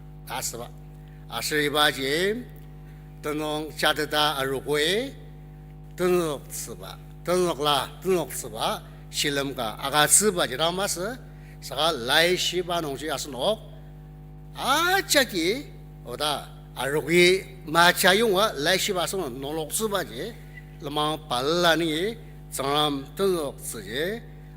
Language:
Ao Naga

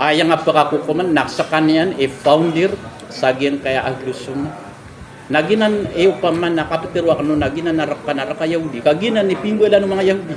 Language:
Maranao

